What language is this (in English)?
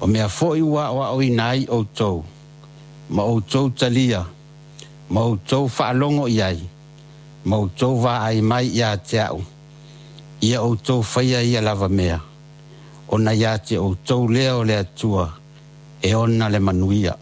Samoan